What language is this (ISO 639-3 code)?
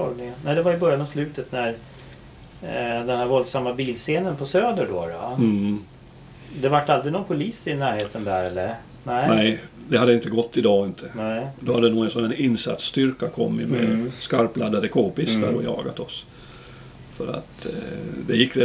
swe